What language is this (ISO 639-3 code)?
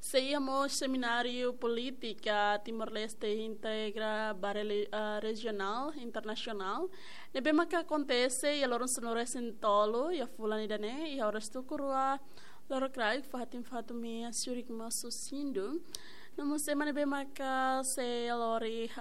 tet